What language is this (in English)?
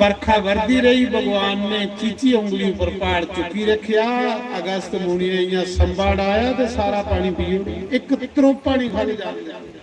Dogri